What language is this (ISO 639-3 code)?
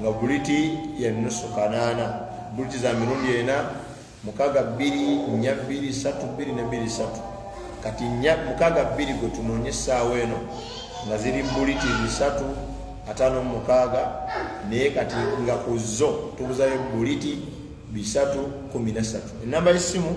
lug